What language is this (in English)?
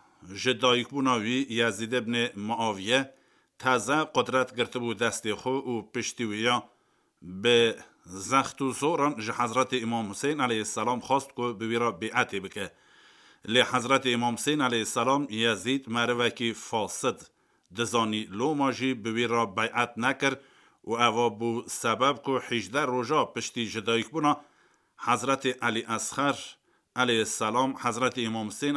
Kurdish